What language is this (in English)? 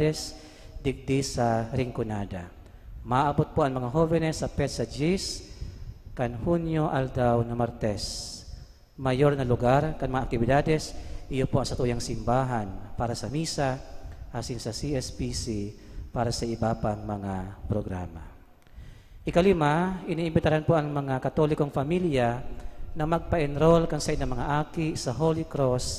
Bikol